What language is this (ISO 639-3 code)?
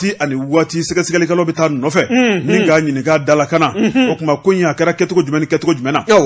bam